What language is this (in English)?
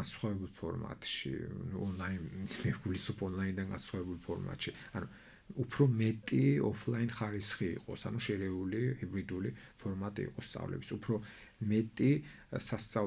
Georgian